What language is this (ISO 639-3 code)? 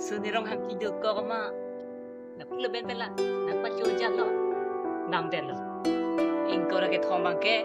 mjw